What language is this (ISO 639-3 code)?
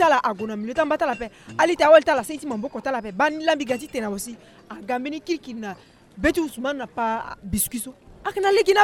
sag